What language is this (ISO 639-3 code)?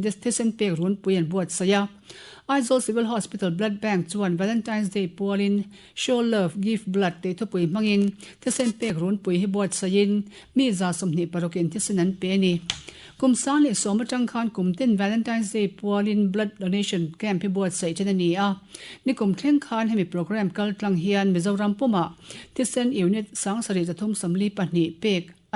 lus